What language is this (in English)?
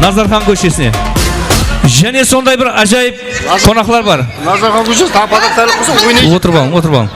Kara-Kalpak